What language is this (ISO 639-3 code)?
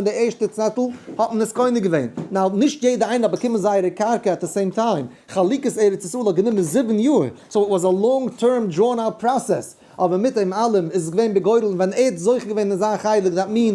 yid